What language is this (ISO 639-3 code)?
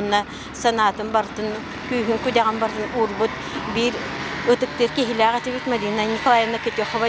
sah